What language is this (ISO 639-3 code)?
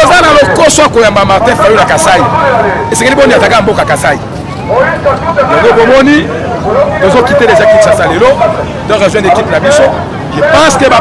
lin